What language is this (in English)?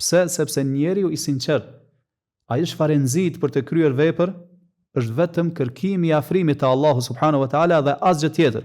Albanian